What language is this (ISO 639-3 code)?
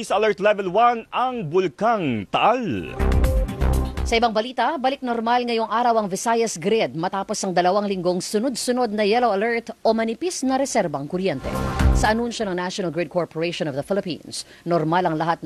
fil